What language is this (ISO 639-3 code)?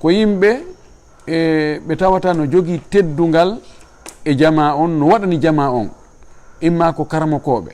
ful